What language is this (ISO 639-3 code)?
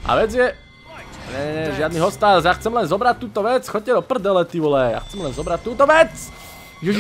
slk